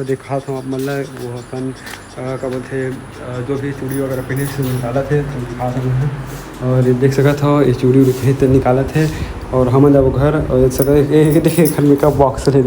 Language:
Chhattisgarhi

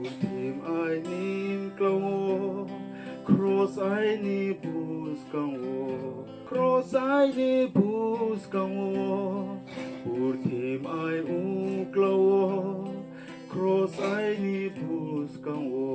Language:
Riang (India)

